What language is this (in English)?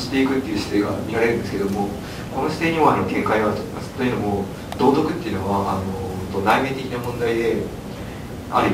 Japanese